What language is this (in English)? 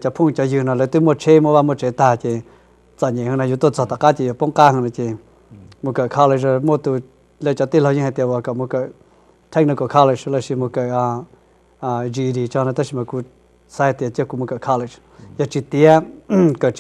Hmong